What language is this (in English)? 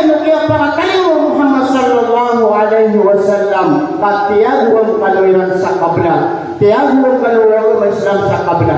Maranao